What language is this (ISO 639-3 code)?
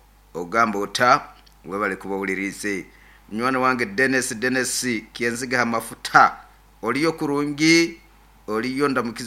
nyo